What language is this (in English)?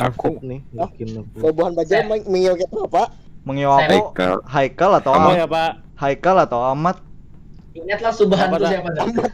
Banjar